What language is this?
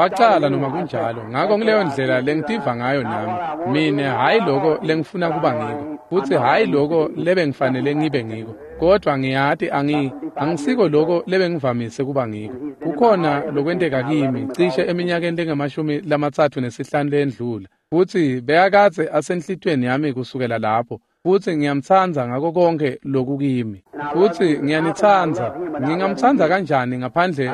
Swati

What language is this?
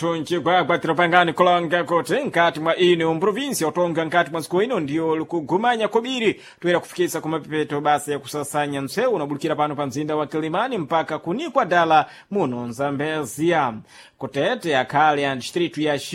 Sena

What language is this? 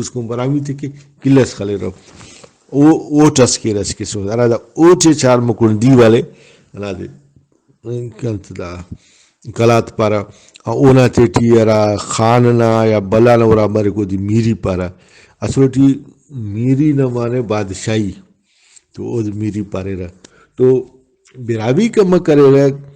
Brahui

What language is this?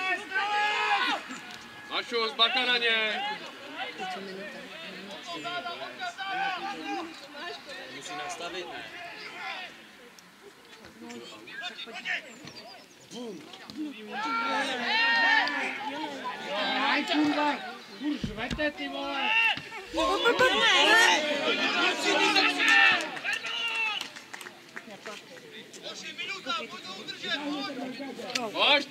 Czech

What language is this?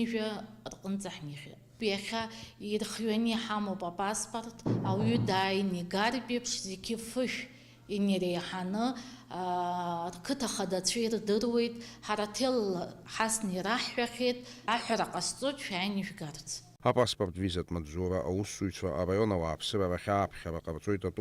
Abkhazian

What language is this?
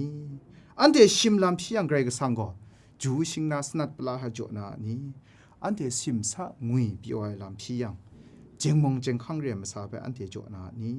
Kachin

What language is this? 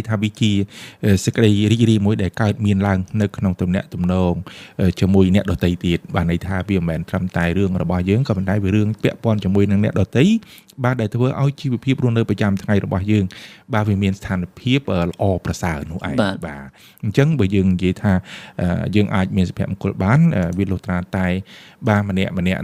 Khmer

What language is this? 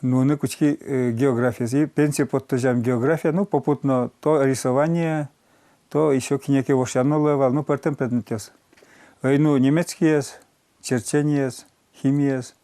Udmurt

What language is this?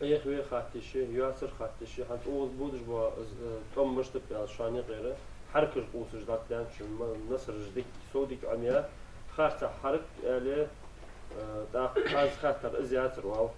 Ingush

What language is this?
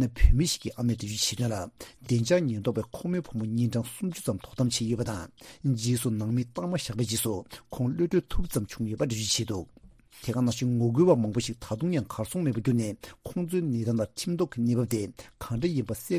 Tibetan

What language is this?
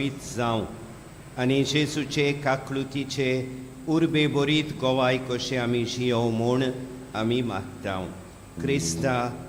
Konkani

